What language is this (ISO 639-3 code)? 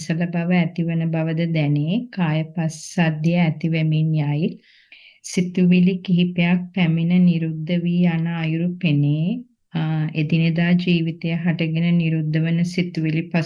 sin